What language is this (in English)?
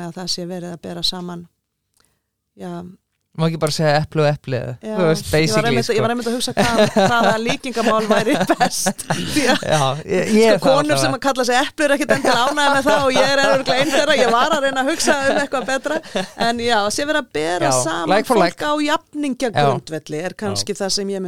Icelandic